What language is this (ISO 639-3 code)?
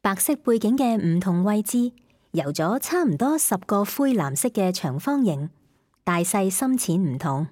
yue